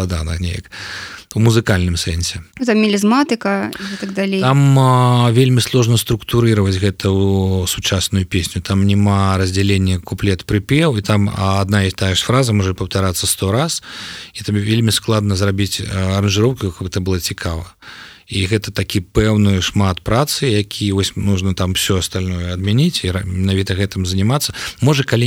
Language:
Belarusian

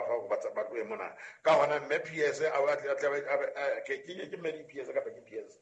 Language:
Southern Sotho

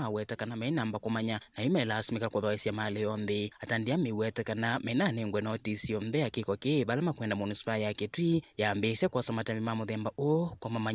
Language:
Kamba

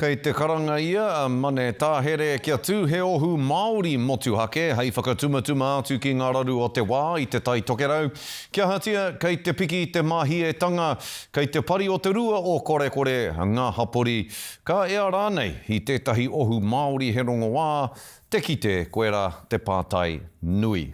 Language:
Māori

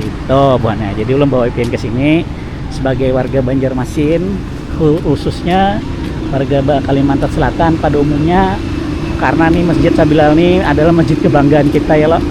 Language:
Banjar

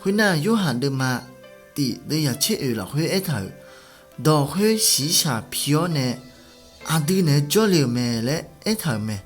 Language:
Akha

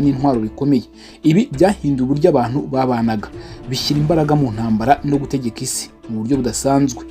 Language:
Kinyarwanda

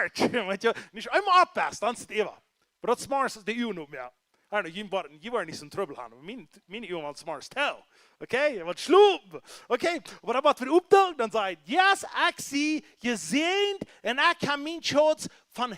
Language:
Plautdietsch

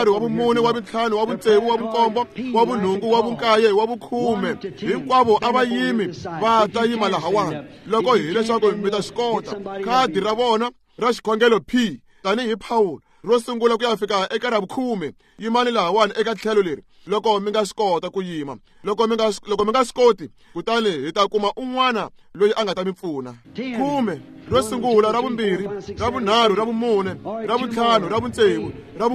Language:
Tsonga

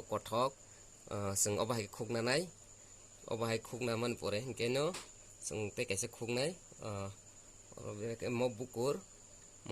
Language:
Kok Borok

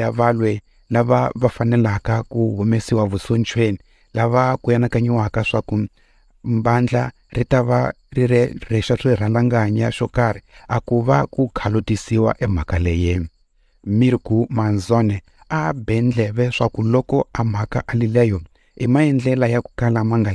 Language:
Tsonga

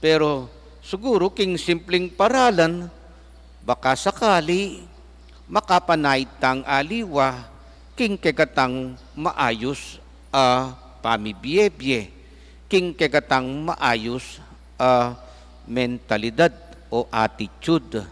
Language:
Pampanga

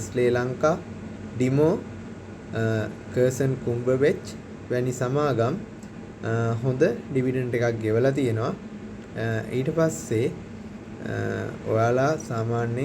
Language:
Sinhala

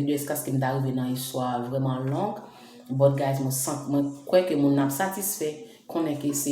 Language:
Haitian Creole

